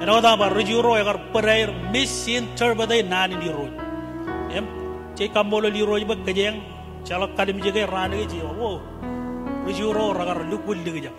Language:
Marshallese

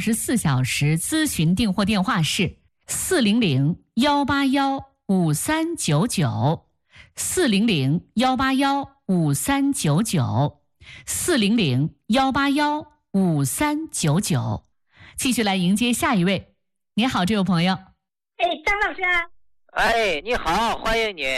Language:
Chinese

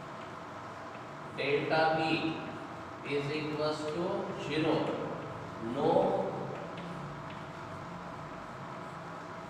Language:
Marathi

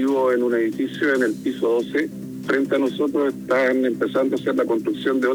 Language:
Spanish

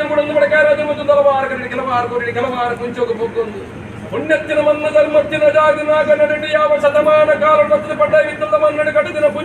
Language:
Tulu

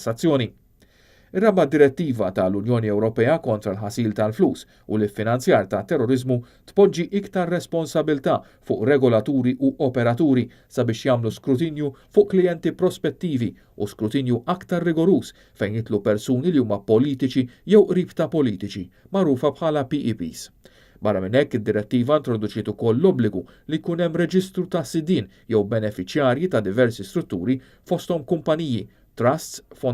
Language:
Maltese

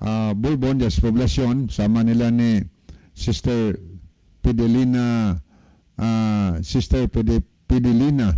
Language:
Cebuano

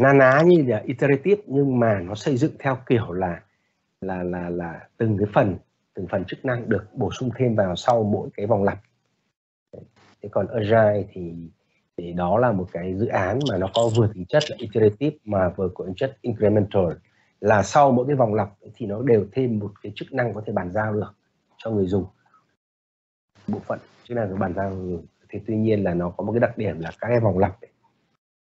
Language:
Vietnamese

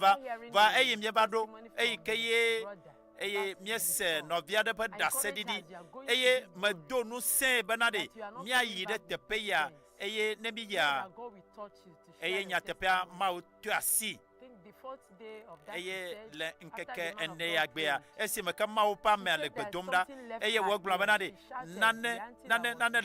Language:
Ewe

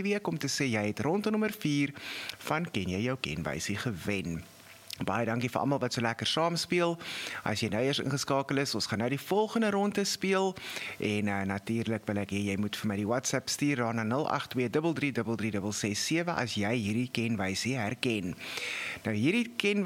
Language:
Afrikaans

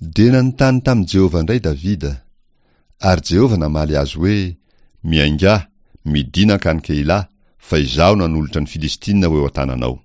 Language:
Malagasy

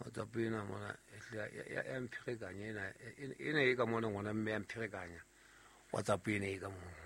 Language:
Southern Sotho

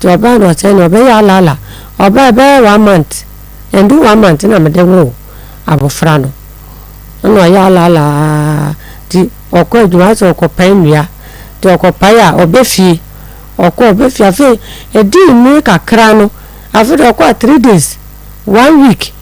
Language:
Akan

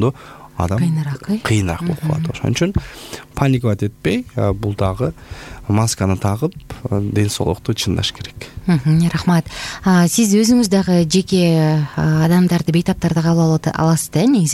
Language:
Kyrgyz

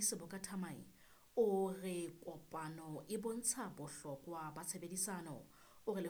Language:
Southern Sotho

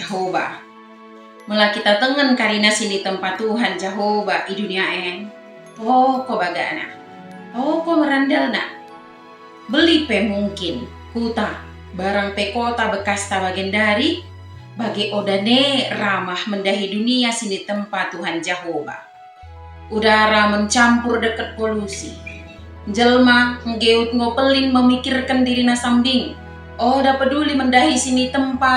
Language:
Batak Dairi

